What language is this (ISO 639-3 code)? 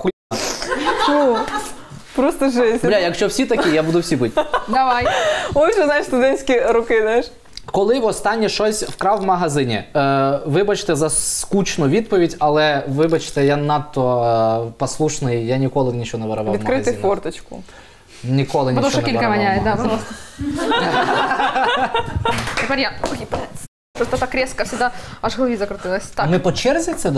ukr